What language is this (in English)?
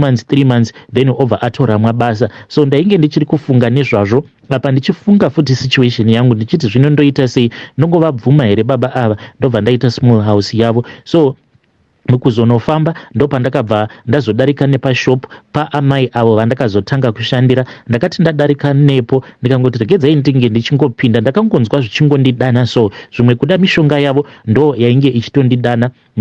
Shona